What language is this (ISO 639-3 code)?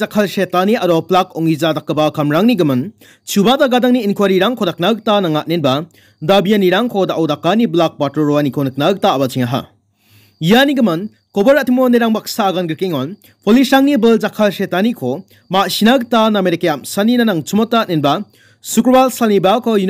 grt